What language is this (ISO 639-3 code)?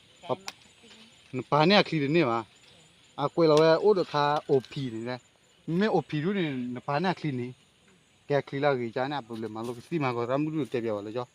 ksw